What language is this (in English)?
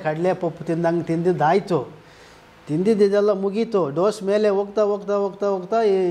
Kannada